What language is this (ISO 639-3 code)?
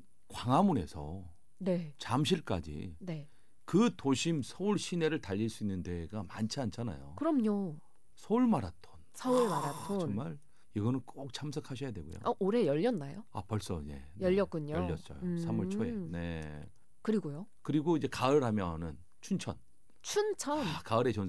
kor